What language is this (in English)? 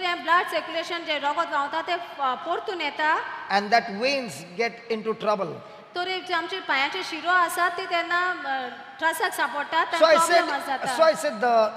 Konkani